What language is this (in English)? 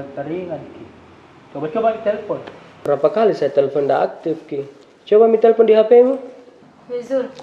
Makassar Malay